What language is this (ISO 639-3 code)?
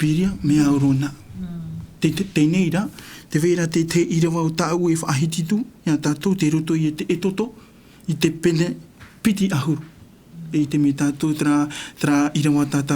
tah